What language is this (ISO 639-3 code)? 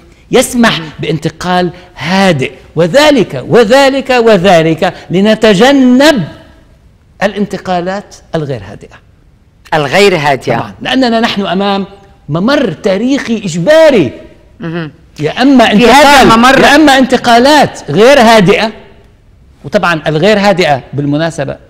ara